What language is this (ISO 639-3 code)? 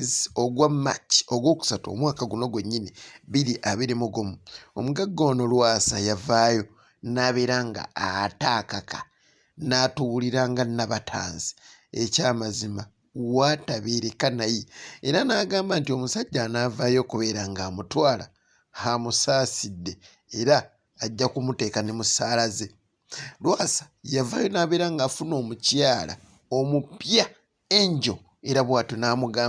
lug